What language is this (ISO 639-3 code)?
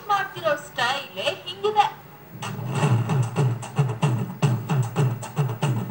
kan